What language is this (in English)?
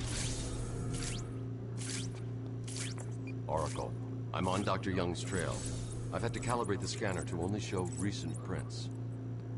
English